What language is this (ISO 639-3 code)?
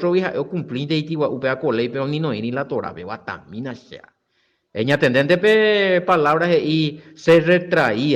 grn